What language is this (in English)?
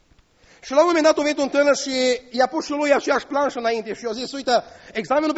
Romanian